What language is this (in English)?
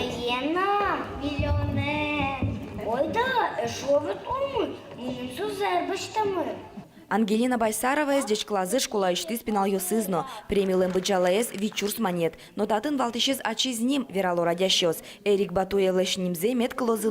Udmurt